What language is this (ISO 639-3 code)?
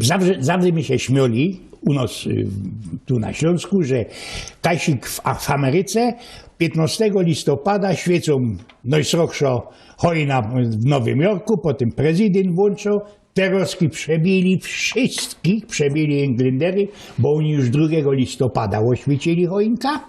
szl